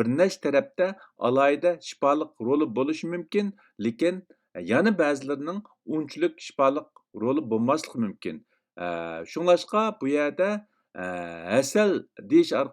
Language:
Uyghur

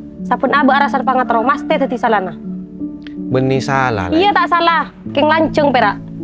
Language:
Madurese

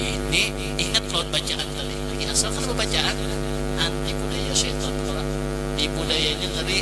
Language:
Banjar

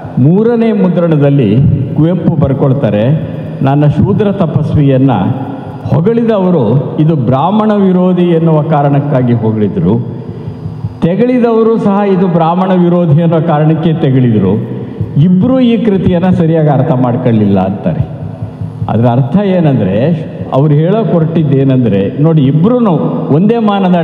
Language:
Kannada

